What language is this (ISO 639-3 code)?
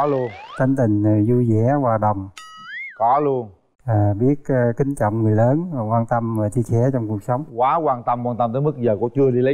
vie